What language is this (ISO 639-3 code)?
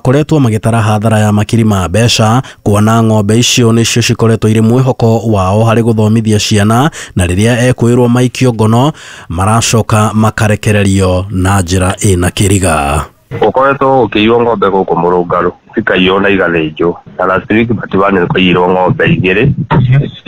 kik